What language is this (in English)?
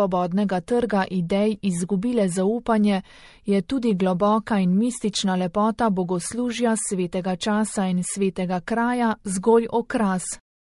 Slovenian